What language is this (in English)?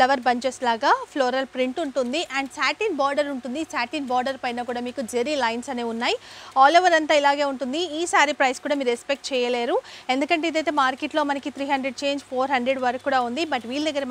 Telugu